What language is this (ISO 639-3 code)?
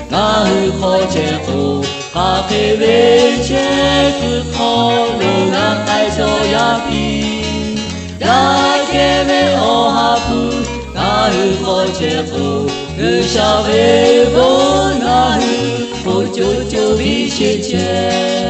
lhu